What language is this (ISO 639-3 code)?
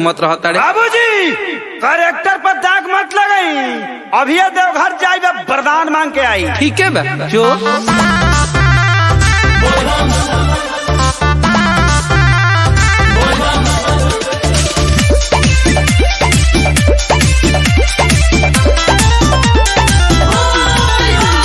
bho